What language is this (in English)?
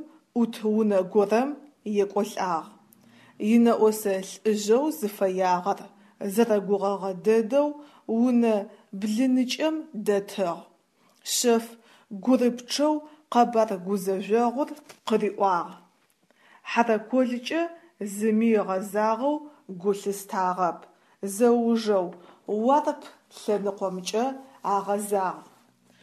Adyghe